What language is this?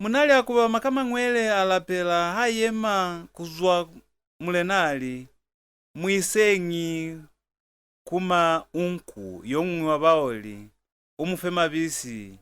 Lozi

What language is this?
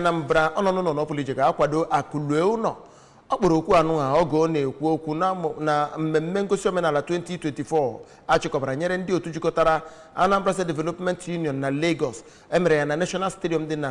Igbo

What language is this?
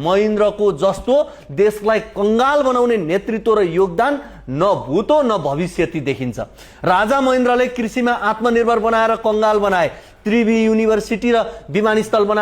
Nepali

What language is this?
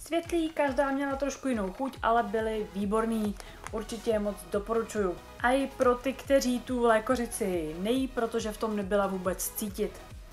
Czech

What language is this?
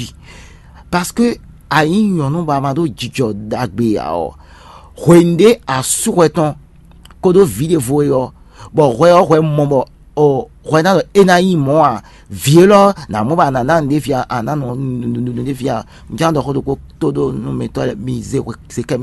Fon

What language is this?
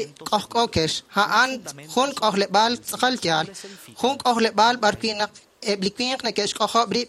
Kekchí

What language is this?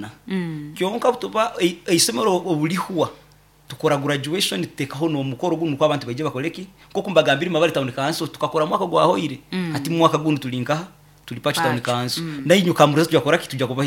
Nyoro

